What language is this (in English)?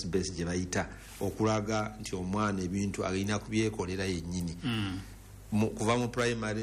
Ganda